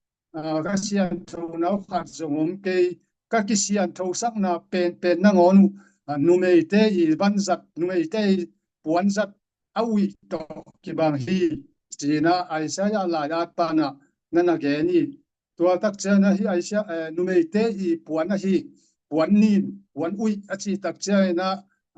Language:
Tedim Chin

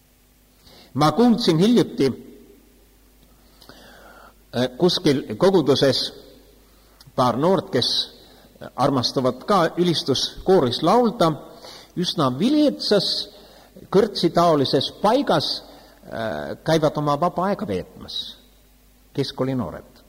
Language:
Estonian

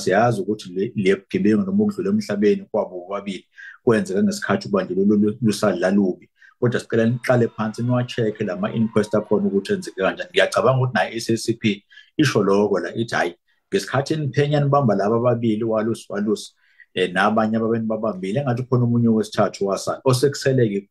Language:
Zulu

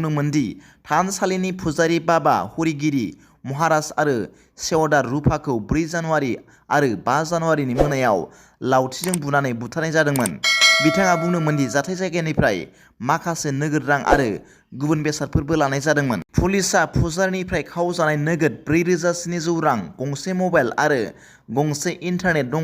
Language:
Bodo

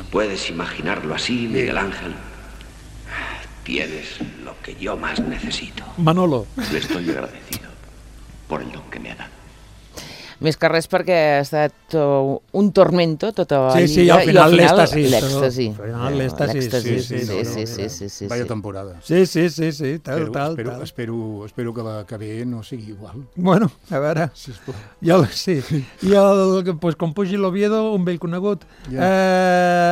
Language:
Catalan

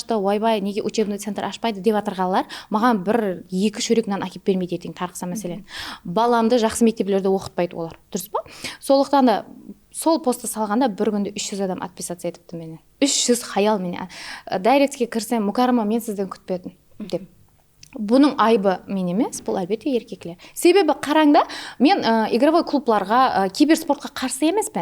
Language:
Kara-Kalpak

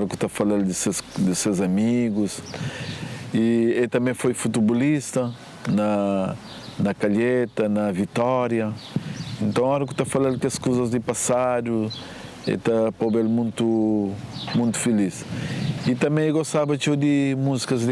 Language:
Kabuverdianu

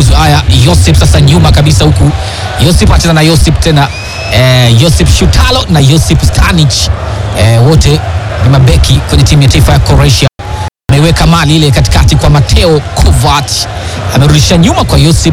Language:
Swahili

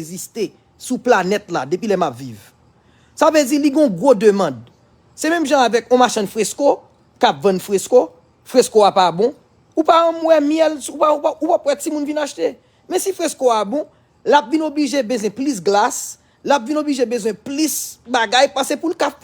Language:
Haitian Creole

